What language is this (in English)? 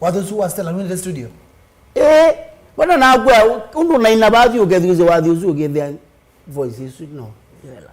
Kamba